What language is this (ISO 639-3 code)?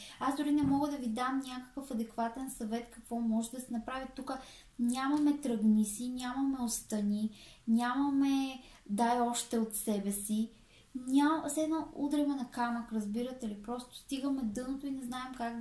bul